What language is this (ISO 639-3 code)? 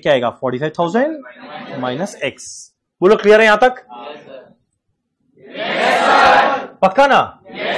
hin